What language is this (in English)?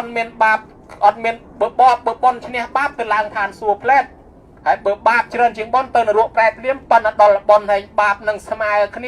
Khmer